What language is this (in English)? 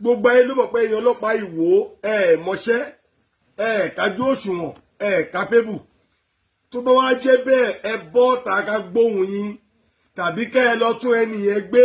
Yoruba